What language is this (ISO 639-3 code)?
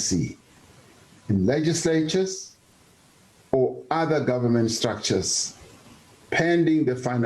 zul